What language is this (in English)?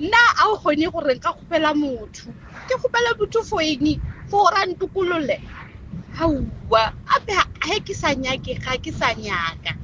Northern Sotho